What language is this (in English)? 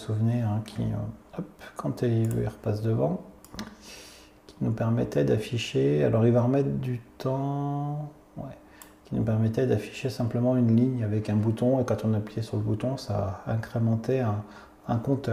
French